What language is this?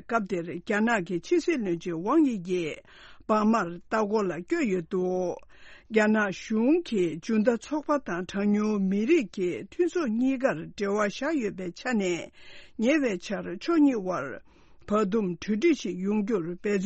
Tibetan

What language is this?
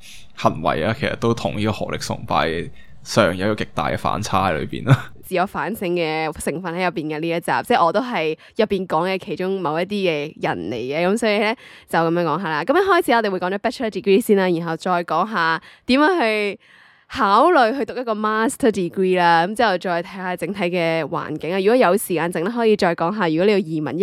Cantonese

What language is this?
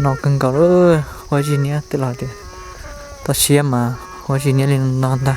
Hmong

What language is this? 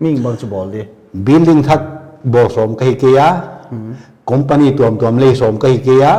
Paite Chin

